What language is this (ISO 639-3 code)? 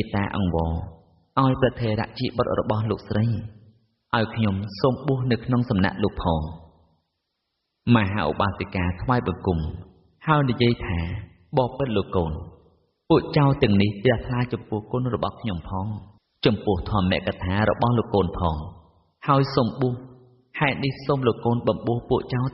khm